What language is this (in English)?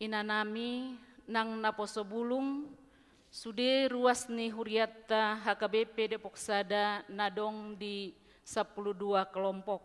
Batak Toba